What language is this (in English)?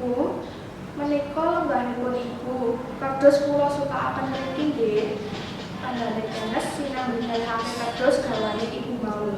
Javanese